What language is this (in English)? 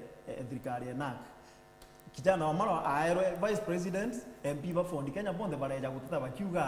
Meru